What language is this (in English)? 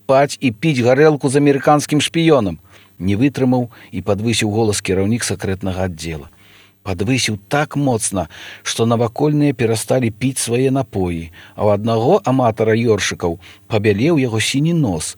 Belarusian